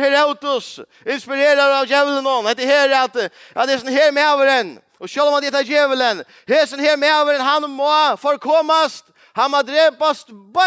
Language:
Faroese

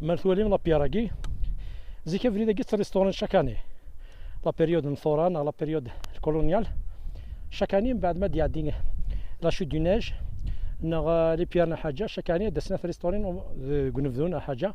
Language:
Kabyle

